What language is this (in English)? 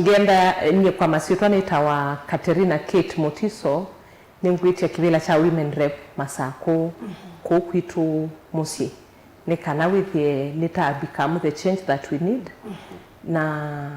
Kamba